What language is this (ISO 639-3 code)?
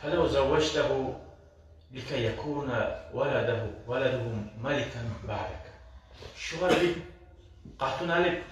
kum